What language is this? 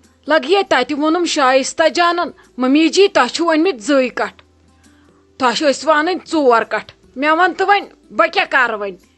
Kashmiri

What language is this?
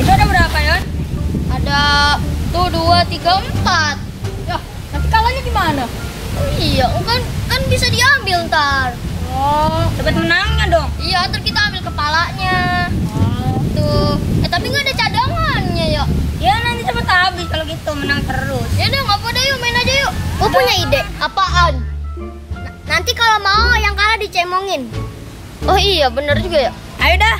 Betawi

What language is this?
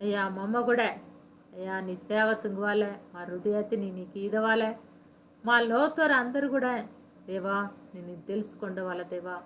Koya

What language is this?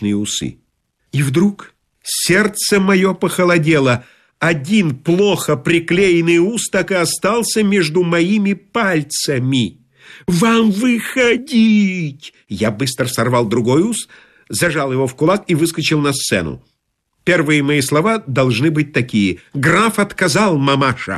Russian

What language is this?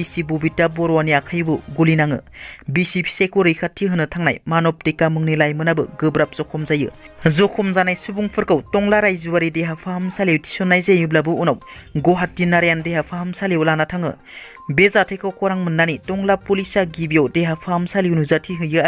Bodo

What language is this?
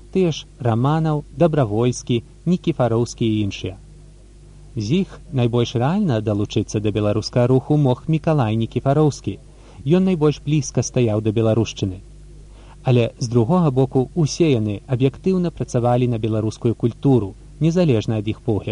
Belarusian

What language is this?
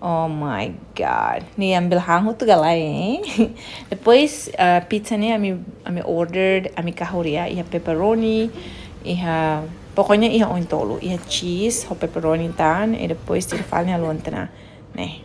Tetum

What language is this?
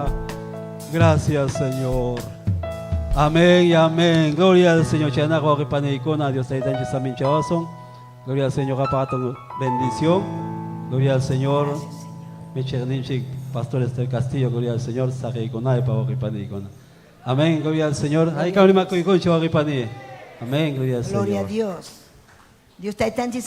Ayacucho Quechua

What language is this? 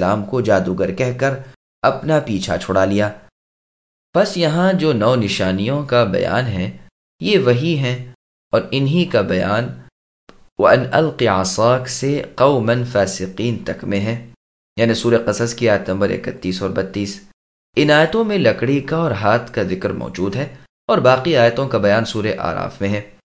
Urdu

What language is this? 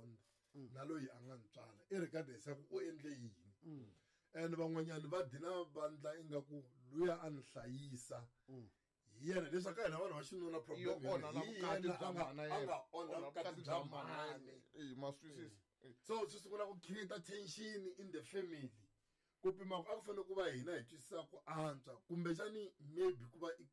Tsonga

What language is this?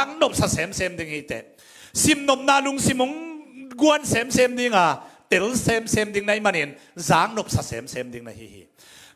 Tedim Chin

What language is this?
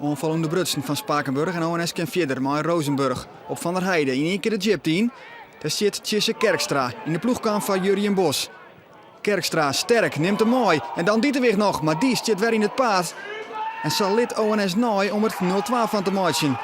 Western Frisian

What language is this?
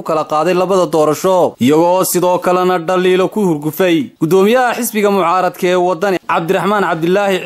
Somali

